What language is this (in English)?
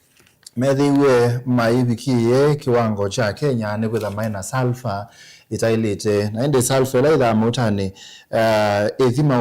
Kamba